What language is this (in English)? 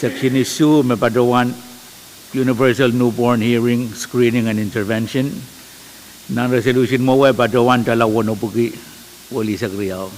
Pohnpeian